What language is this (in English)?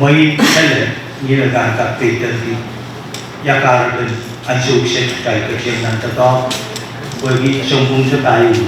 Pohnpeian